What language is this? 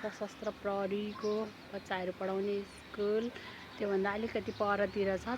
Nepali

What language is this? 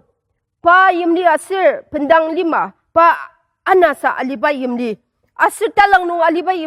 Ao Naga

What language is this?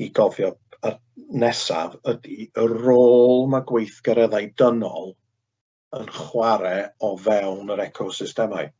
Welsh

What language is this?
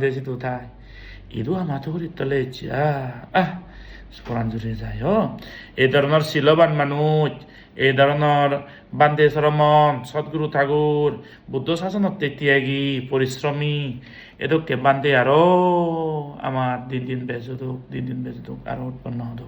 Chakma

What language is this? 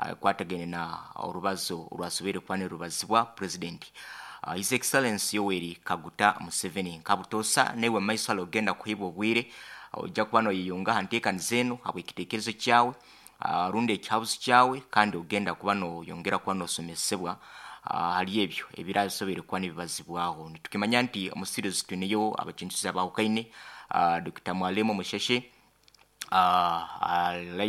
Nyoro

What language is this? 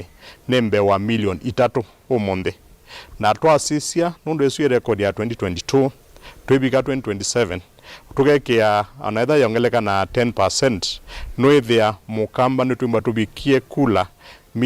Kamba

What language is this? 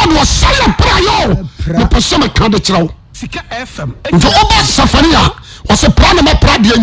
Akan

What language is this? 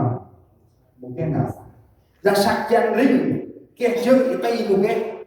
Central Mnong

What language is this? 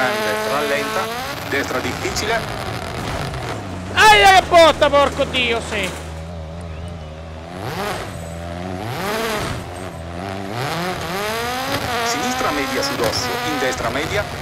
Italian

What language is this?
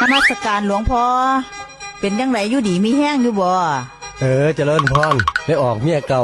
Northeastern Thai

